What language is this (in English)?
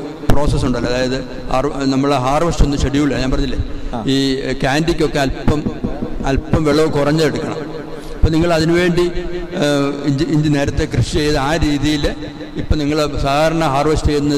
Malayalam